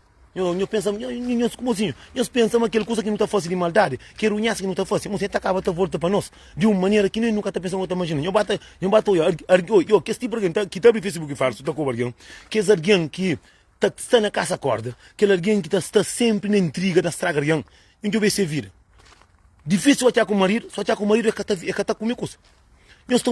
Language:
Kabuverdianu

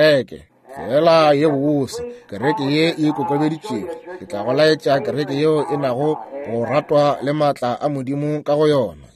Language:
Northern Sotho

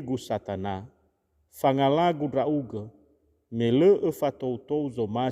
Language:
Nias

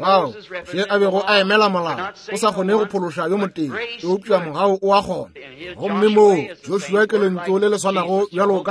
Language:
Northern Sotho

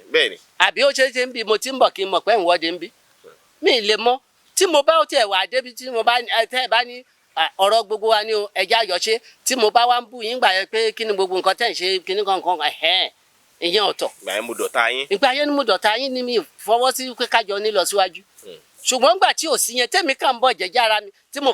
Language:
Yoruba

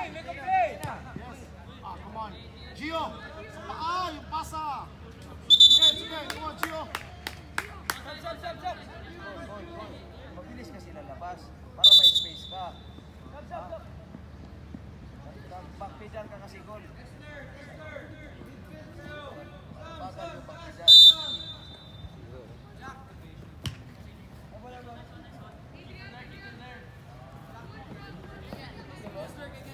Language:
Filipino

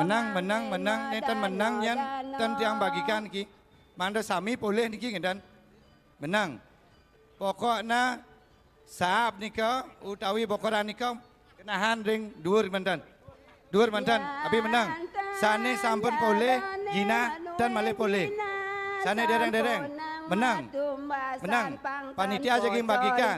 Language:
Balinese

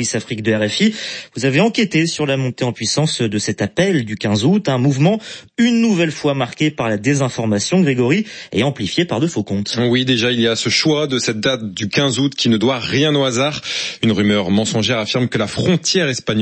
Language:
French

